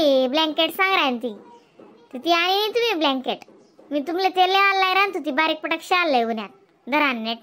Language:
Khandesi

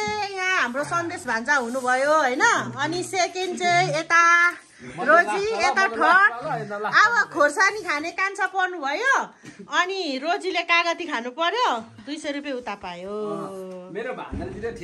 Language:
Nepali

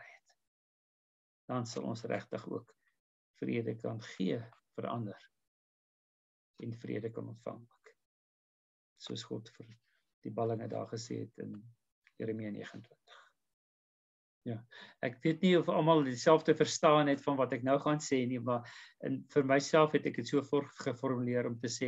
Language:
Afrikaans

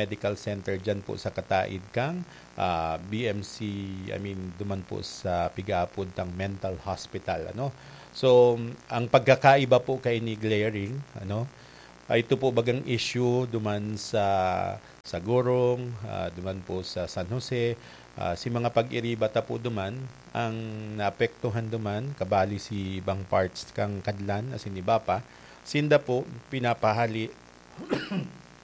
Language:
Bikol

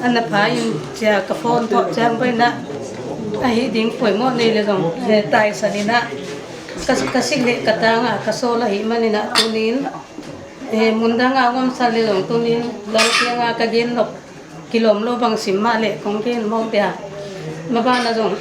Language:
Paite Chin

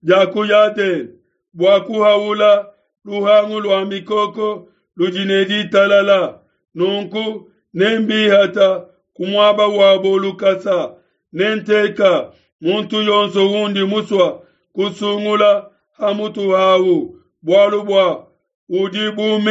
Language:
Luba-Lulua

